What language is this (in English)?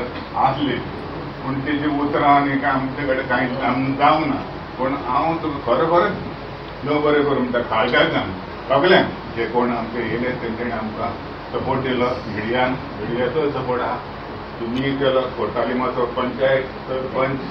Konkani